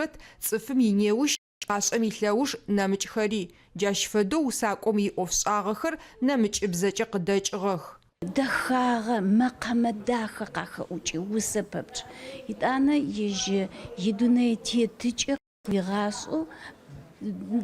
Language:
Adyghe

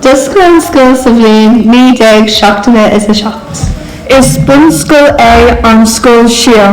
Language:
Irish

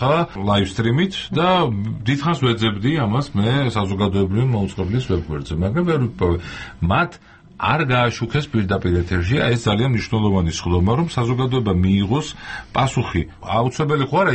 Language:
Georgian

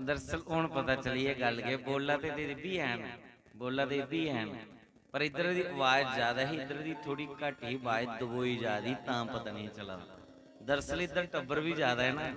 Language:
Dogri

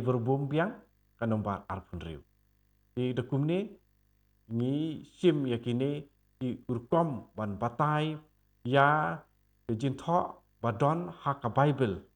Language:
Khasi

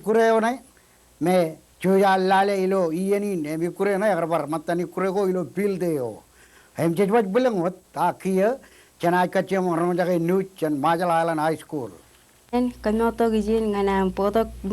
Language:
Marshallese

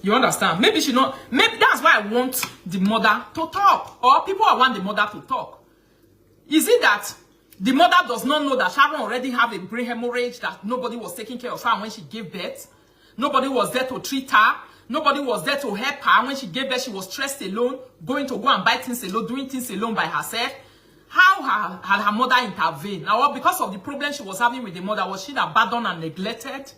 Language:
Nigerian Pidgin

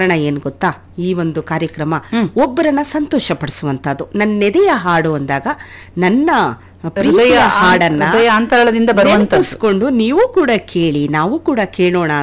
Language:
Kannada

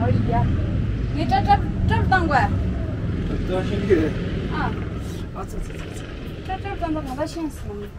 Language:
Tibetan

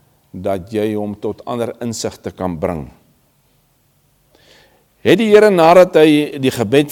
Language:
Afrikaans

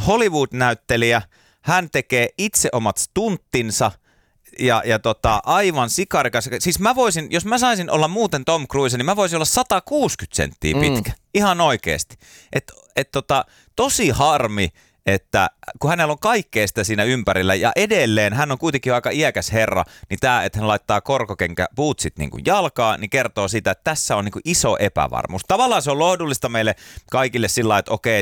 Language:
Finnish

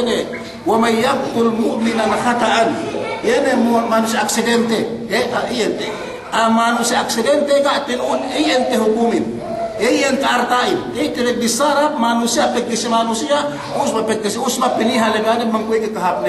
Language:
Yakan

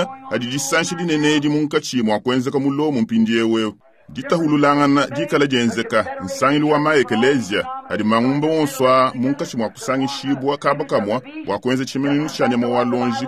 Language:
Luba-Lulua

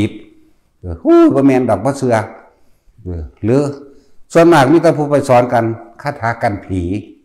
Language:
Northeastern Thai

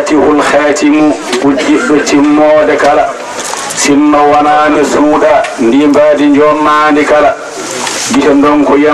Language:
Fula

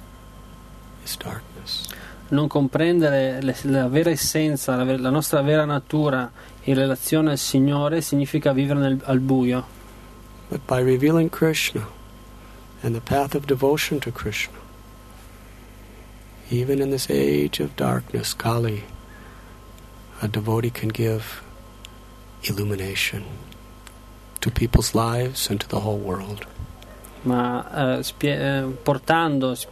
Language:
Italian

